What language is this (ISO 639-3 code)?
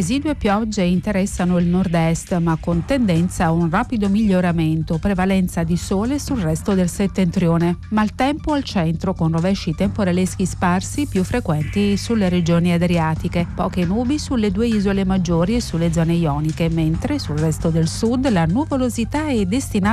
ita